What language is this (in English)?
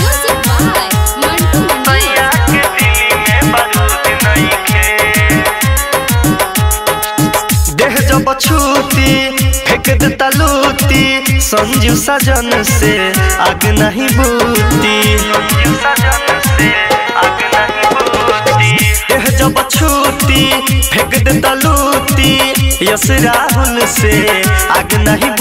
Bhojpuri